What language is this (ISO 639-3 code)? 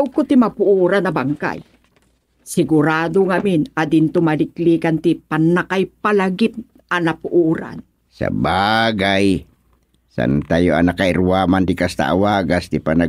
ilo